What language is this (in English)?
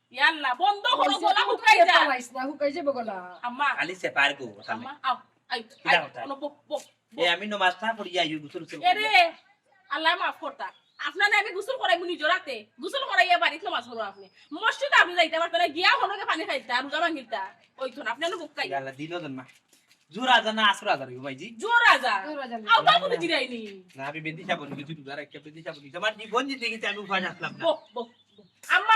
Sylheti